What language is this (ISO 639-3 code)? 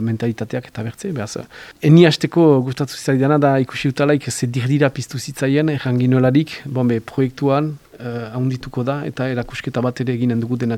eus